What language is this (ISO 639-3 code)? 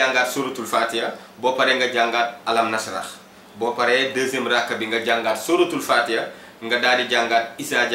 wol